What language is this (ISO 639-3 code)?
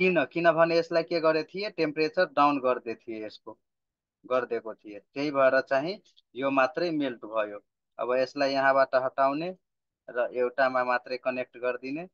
nep